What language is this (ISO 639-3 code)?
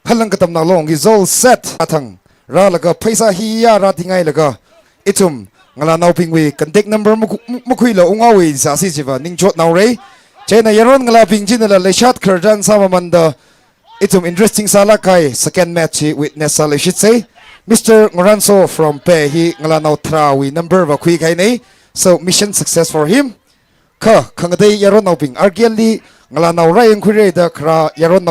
nmf